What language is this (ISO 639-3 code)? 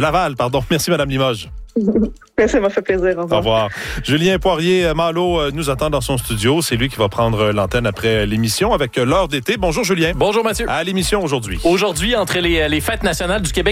fra